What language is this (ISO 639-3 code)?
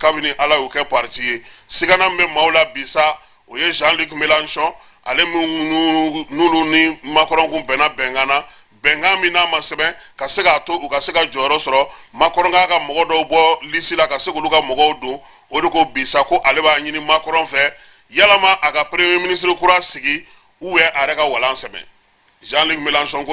bam